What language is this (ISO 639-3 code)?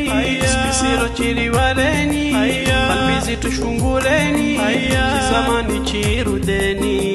swa